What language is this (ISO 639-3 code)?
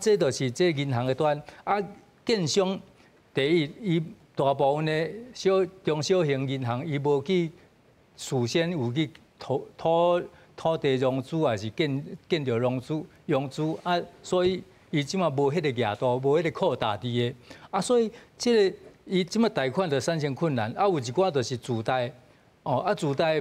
nan